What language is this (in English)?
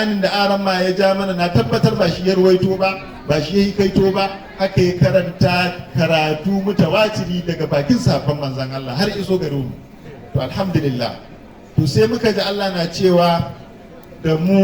Hausa